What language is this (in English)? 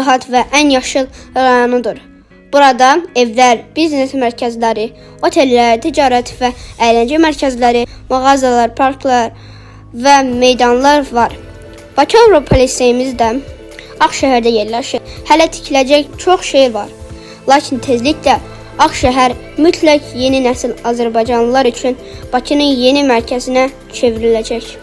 Azerbaijani